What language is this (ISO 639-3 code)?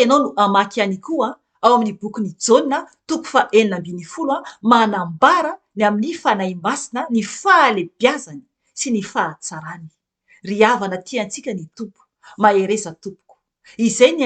mlg